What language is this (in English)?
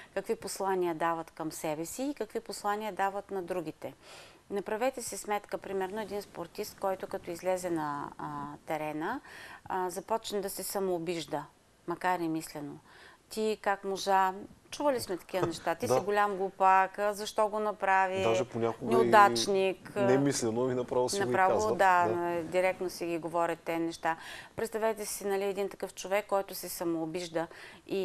Bulgarian